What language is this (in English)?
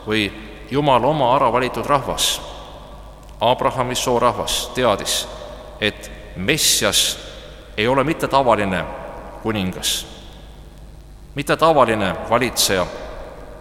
Estonian